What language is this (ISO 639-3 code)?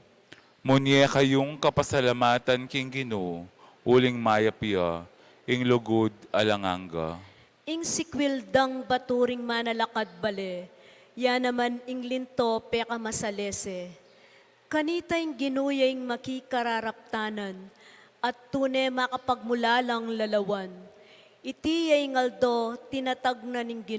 pam